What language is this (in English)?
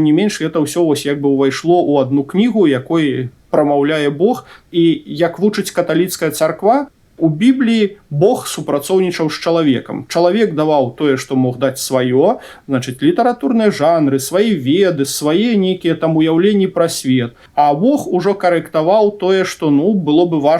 Belarusian